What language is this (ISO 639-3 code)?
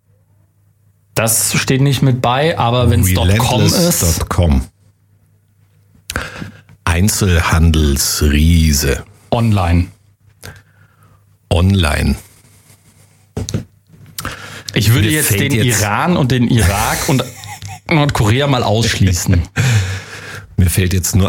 deu